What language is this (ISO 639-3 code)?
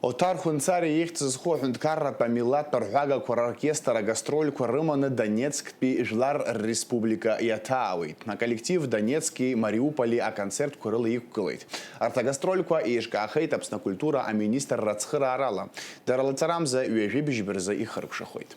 abk